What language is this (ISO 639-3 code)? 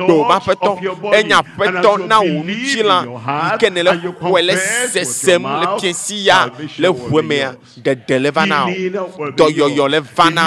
ewe